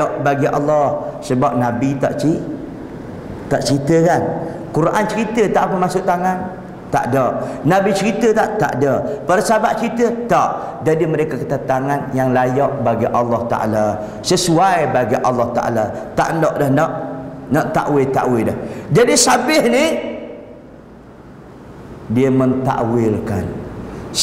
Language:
Malay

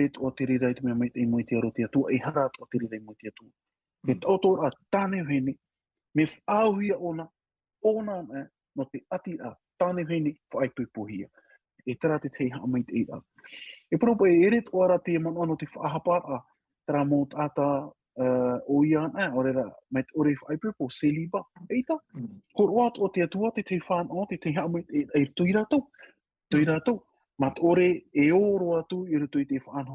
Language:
Tahitian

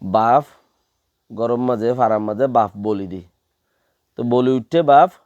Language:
Rohingya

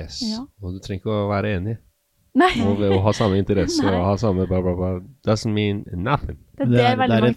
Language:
Norwegian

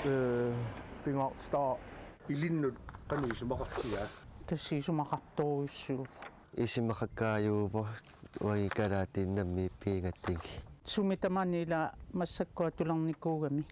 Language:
Kalaallisut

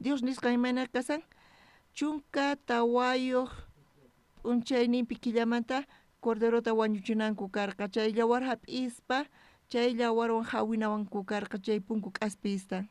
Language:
South Bolivian Quechua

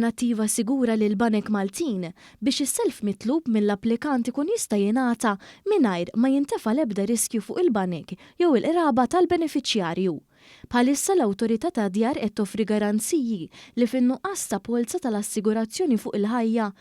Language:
Maltese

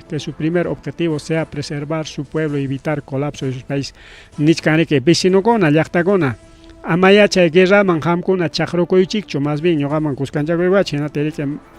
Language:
Ayacucho Quechua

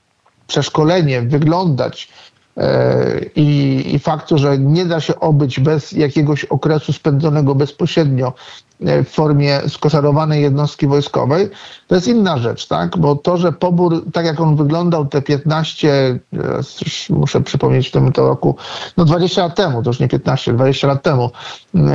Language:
Polish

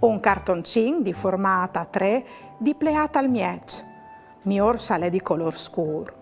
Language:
Friulian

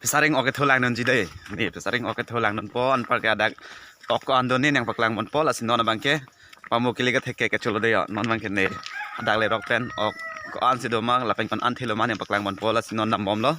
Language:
Karbi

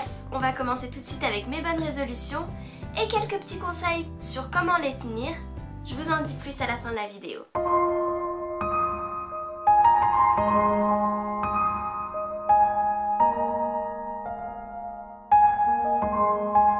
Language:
French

